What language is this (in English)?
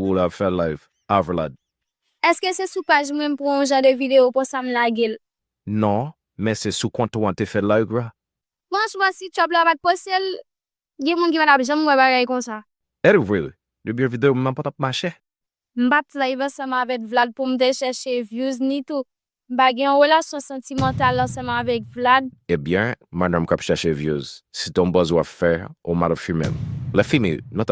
Haitian Creole